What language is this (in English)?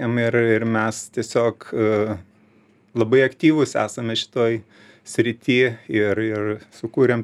Lithuanian